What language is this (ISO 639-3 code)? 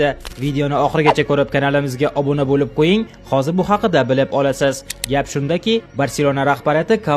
uzb